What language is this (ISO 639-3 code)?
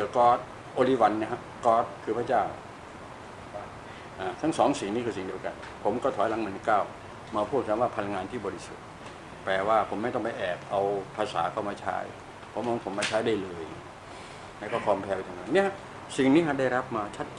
tha